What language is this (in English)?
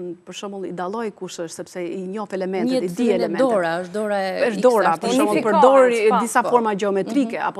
Albanian